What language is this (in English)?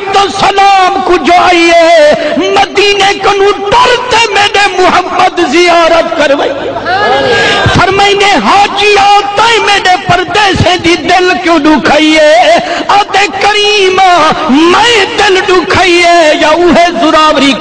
Saraiki